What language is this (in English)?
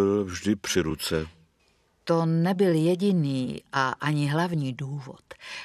Czech